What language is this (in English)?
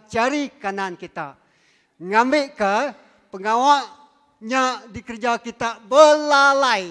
Iban